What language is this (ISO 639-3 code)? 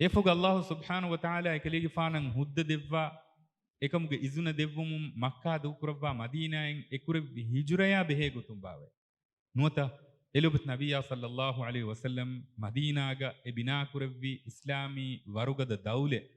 div